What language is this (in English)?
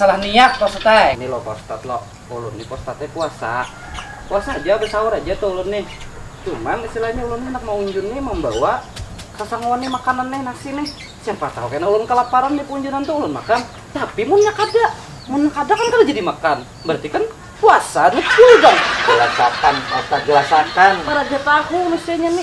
Banjar